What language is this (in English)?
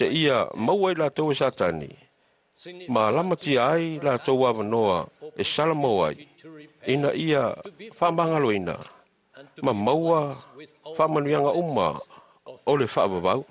Samoan